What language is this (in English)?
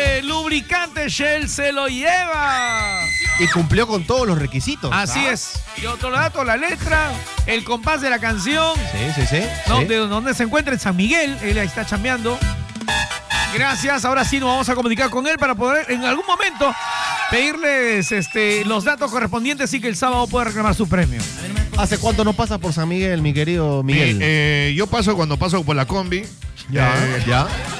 Spanish